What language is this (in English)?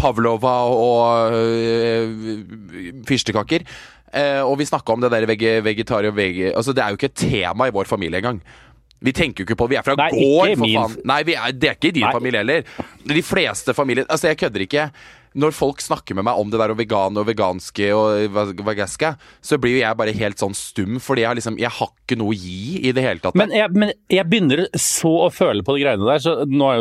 Norwegian